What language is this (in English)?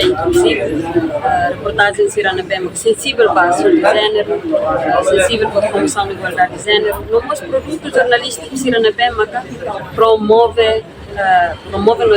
Tetum